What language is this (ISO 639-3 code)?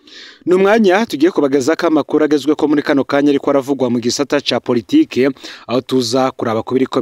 run